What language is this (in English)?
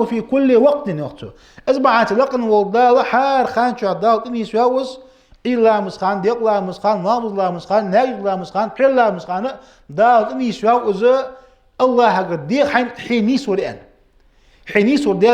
Ingush